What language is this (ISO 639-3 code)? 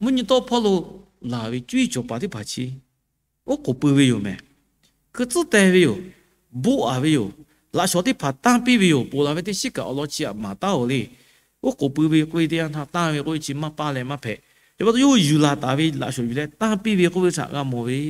lhu